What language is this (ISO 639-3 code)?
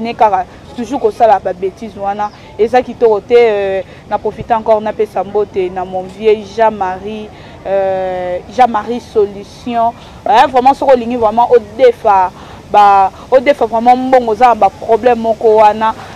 lin